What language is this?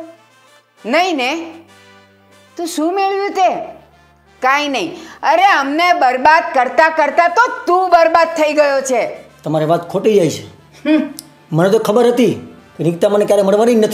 Gujarati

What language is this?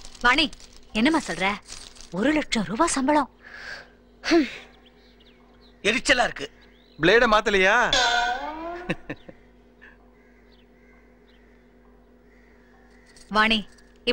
Tamil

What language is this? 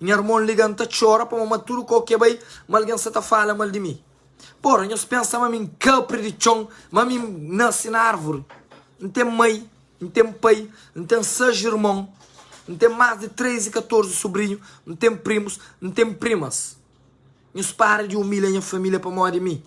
Kabuverdianu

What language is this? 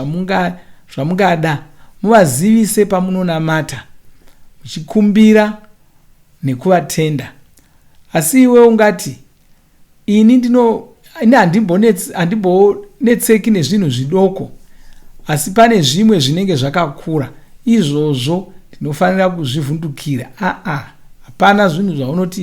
Shona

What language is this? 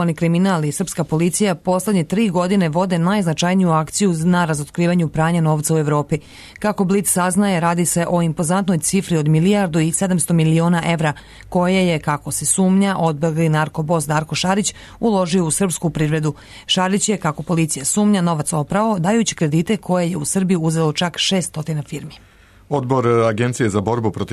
Serbian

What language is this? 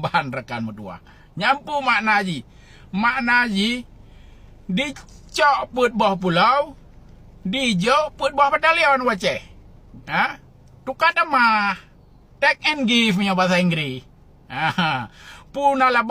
Achinese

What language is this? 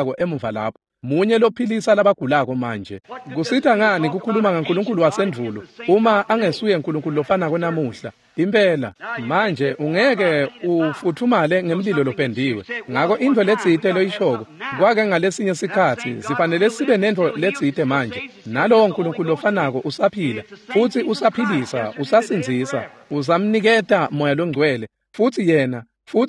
Swati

